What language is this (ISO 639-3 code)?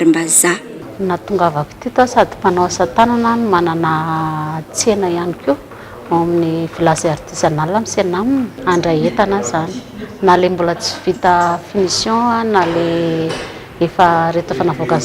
mlg